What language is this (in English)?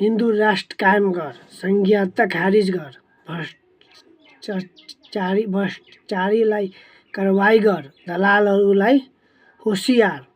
Nepali